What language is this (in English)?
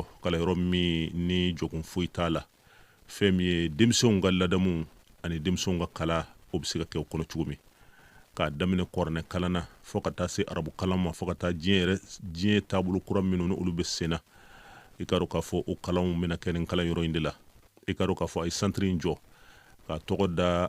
Bambara